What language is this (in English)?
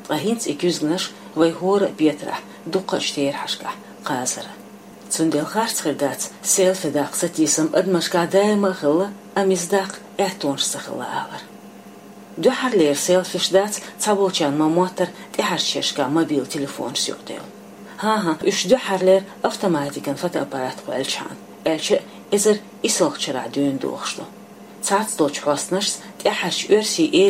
Chechen